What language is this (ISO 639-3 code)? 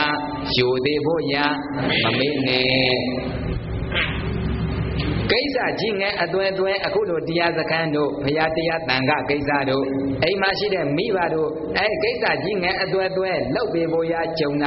mya